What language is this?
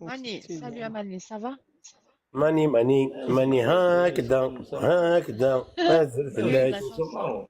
Kabyle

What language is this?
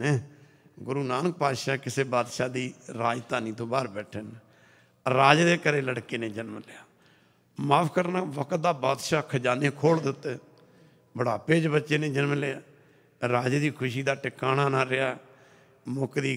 Punjabi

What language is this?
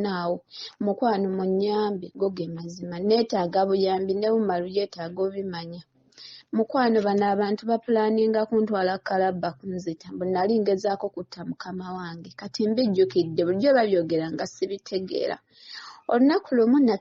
Ganda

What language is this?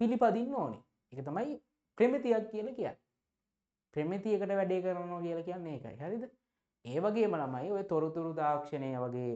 Sinhala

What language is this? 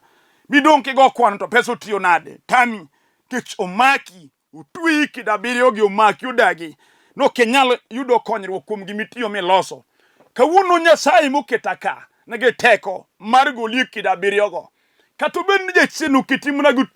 Luo (Kenya and Tanzania)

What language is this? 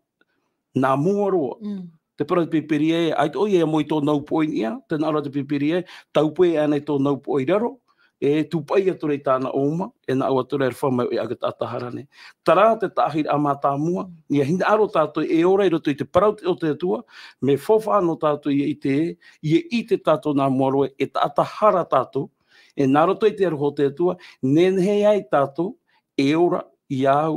Tahitian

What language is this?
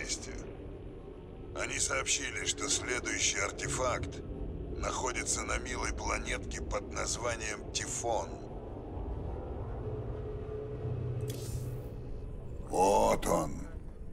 Russian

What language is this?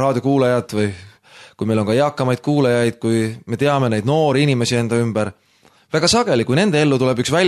Estonian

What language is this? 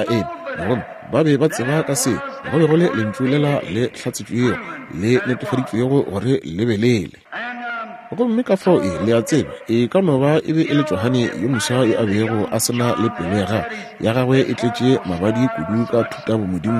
Northern Sotho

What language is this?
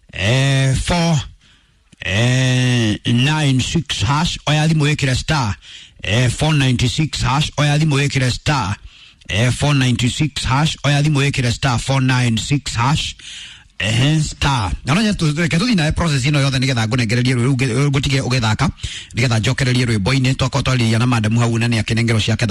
Kikuyu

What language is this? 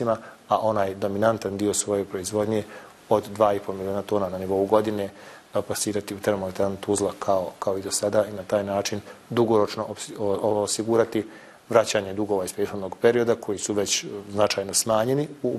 Bosnian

